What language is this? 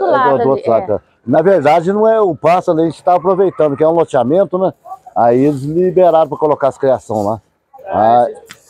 Portuguese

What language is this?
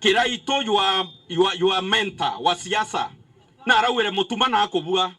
Meru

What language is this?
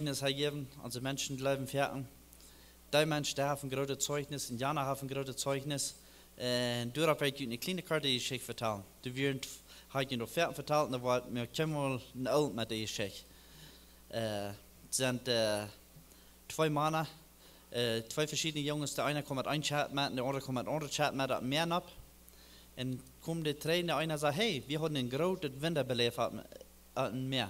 Plautdietsch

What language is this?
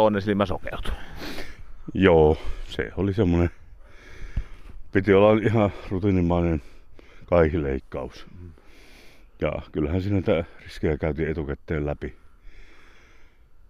Finnish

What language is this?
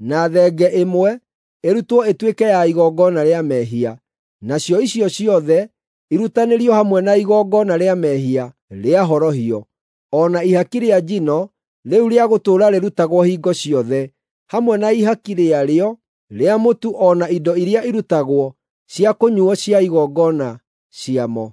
Kikuyu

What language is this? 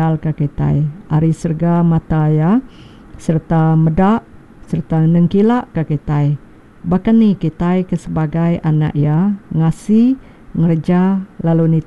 Iban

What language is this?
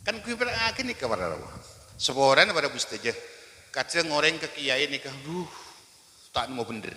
Madurese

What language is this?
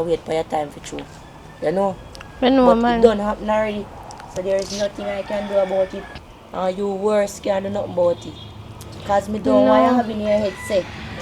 Jamaican Creole English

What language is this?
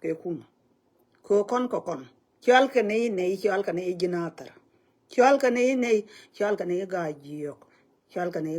Nuer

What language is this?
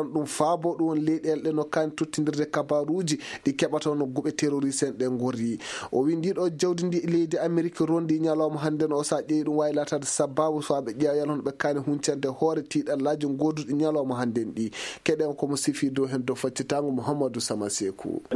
Maasina Fulfulde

